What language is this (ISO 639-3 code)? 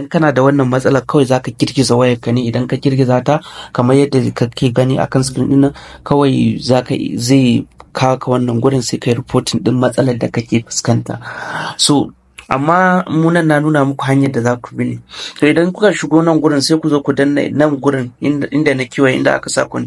hau